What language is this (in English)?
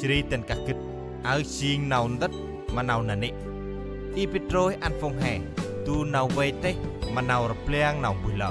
Central Mnong